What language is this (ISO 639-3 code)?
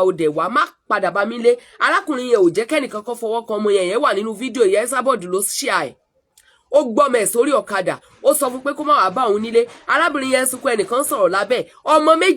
yor